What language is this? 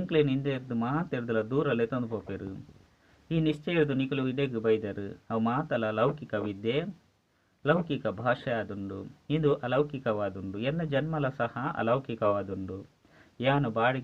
Tulu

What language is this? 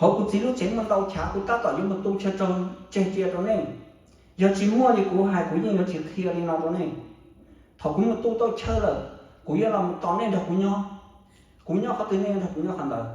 Hmong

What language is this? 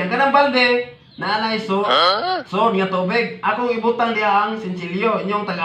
Cebuano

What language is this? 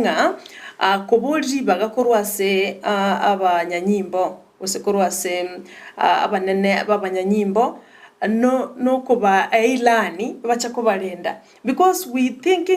Gusii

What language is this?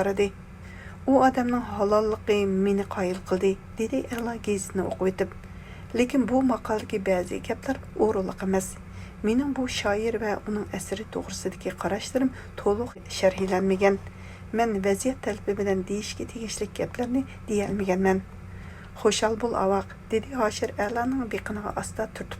Uyghur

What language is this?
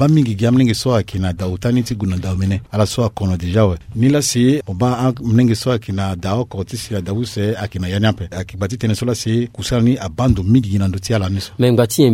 Sango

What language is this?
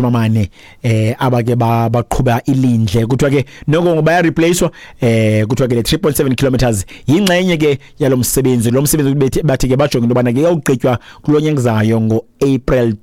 Xhosa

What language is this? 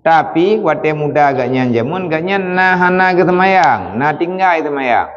Achinese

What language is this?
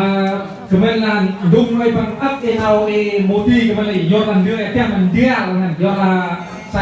Central Mnong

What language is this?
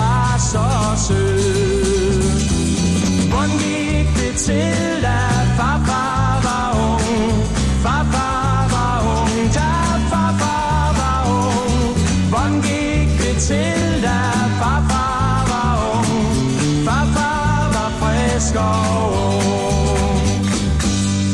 Danish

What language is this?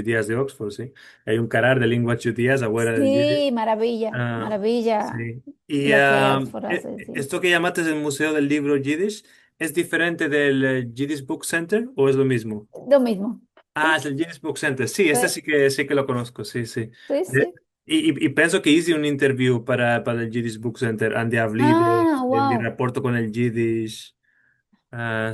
Ladino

